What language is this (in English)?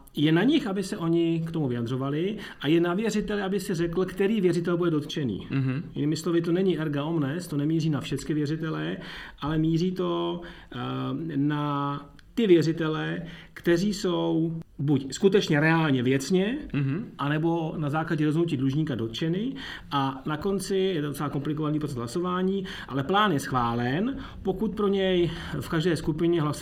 Czech